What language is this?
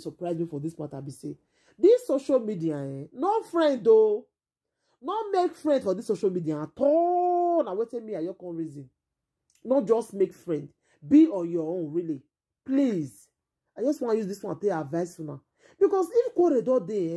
Nigerian Pidgin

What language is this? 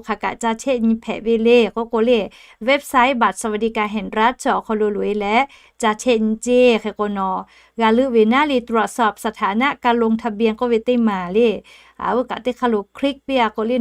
Lahu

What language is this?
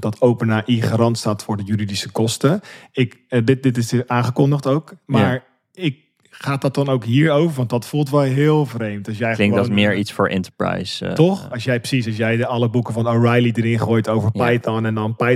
Dutch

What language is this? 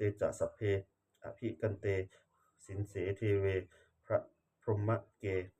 Pali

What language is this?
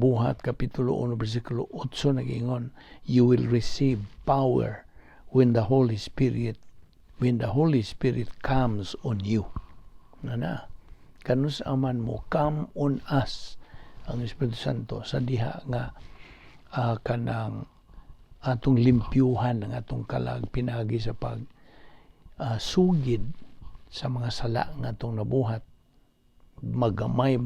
Cebuano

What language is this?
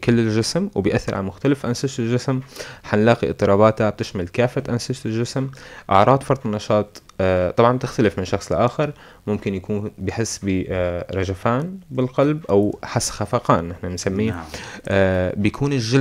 North Levantine Arabic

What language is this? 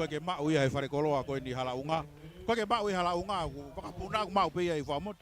Tongan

